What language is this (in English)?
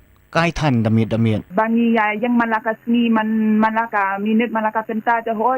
Khasi